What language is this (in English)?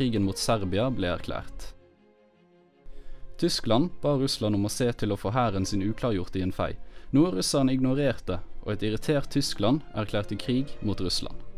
Norwegian